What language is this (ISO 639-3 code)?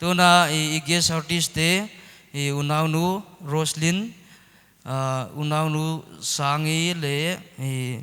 pck